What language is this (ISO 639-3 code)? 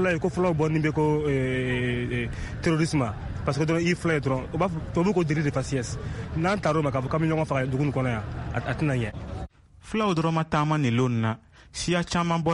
bam